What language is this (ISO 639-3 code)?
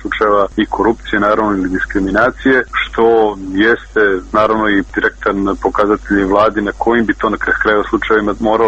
srp